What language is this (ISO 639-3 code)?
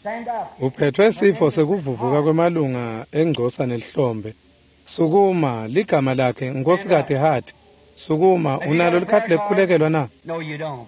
ssw